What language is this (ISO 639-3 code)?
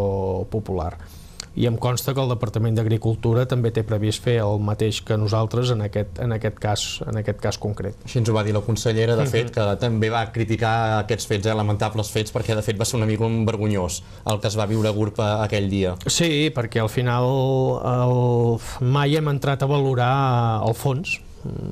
cat